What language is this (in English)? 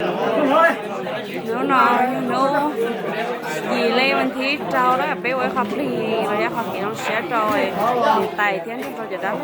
Hmong